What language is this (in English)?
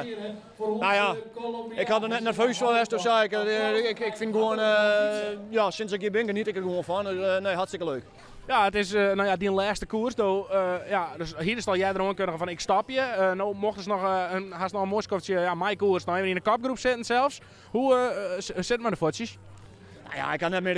Western Frisian